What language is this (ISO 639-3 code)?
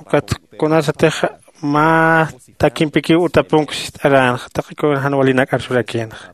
aym